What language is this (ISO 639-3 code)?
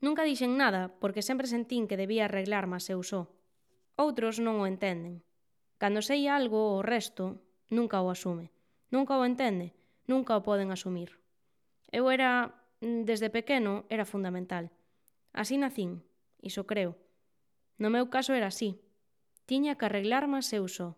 glg